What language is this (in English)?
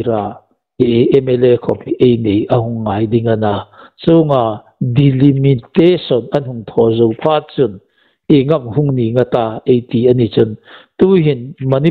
Hmar